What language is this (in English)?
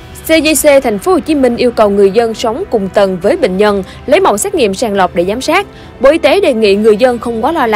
Vietnamese